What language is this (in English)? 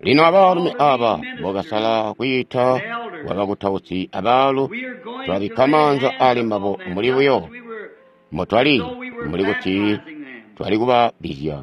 Tonga (Zambia)